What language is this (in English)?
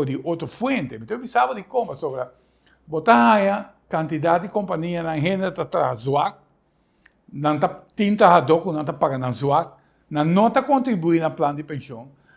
Papiamento